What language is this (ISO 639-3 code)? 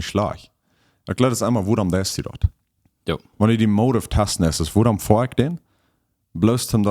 pdt